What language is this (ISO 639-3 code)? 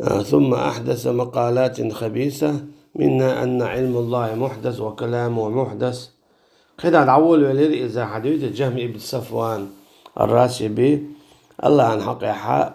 che